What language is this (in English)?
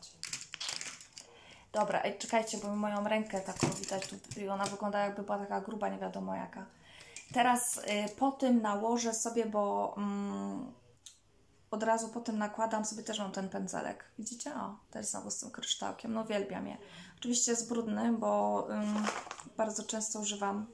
Polish